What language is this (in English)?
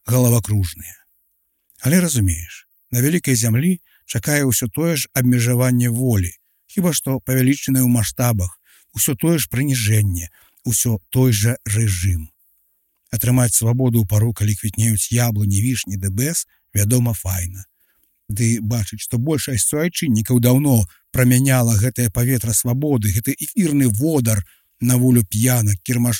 Belarusian